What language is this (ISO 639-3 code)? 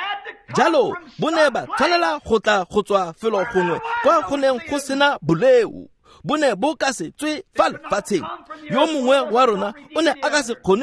tsn